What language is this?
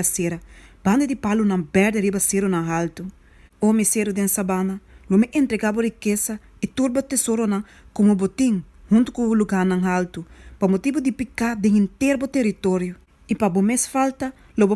Papiamento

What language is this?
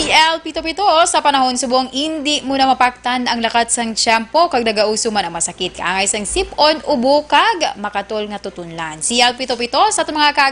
Hiligaynon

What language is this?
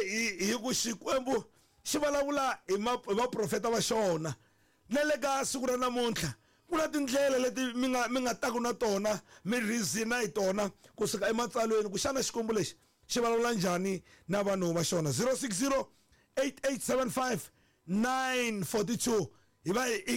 Tsonga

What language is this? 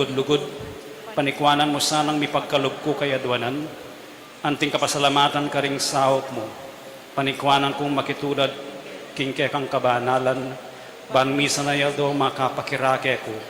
Pampanga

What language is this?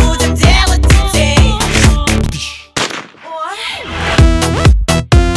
Russian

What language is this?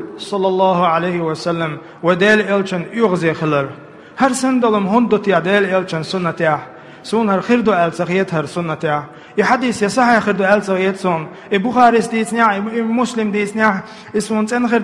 Chechen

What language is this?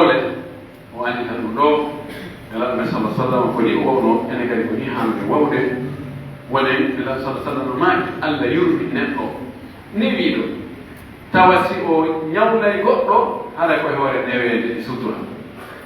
Pular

